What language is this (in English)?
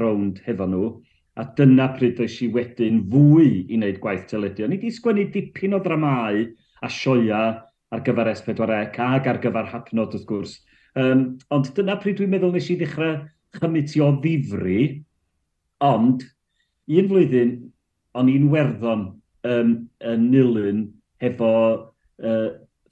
Welsh